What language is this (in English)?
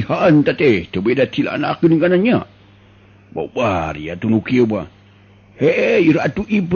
Sundanese